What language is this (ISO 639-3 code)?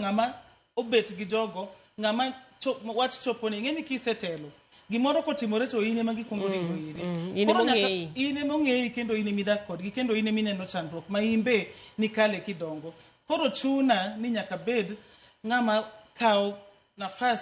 luo